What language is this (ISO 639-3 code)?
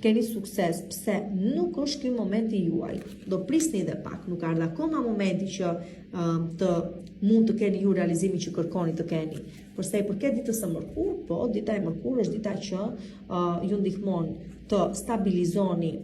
sqi